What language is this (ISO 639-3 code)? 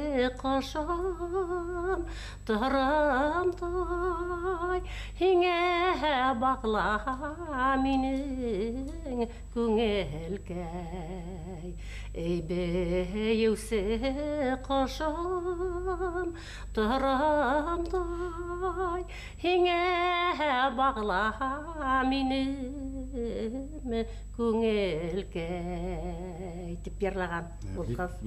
bak